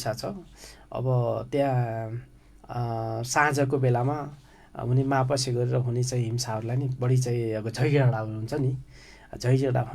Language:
Nepali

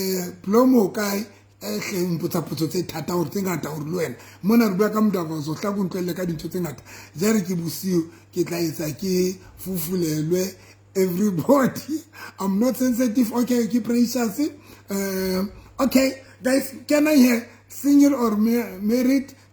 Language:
Southern Sotho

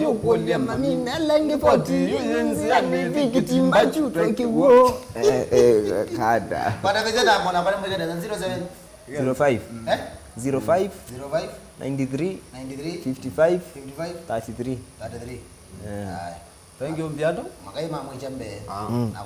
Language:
Kamba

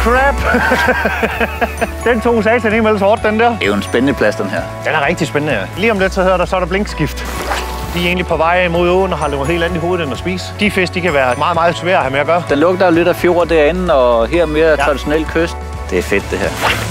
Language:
Danish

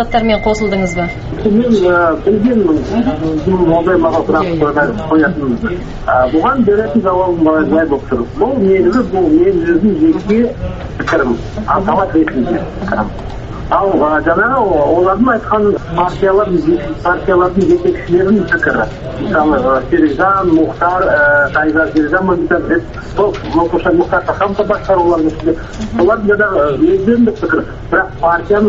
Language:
Kazakh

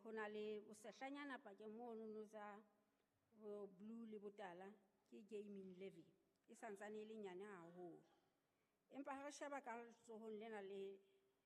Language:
Southern Sotho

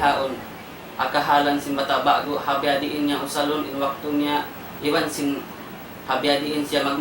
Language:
Tausug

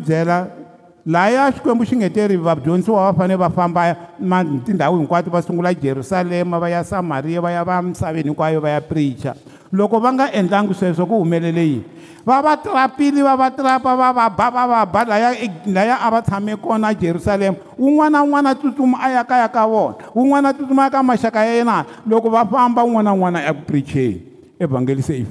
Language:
Tsonga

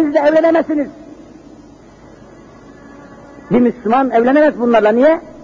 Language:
Turkish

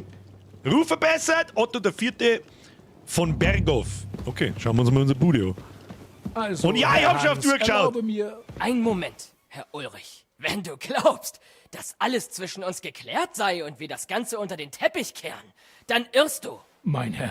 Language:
Bavarian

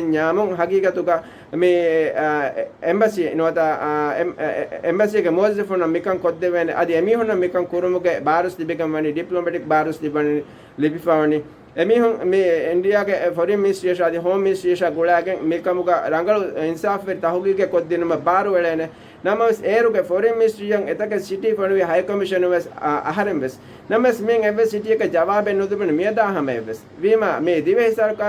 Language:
Divehi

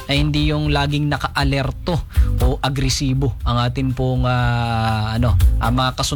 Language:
Filipino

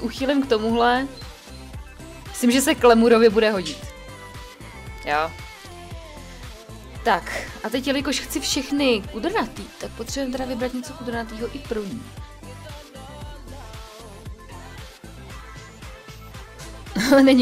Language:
Czech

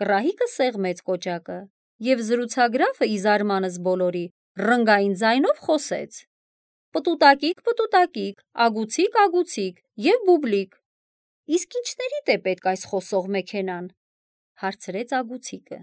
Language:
Armenian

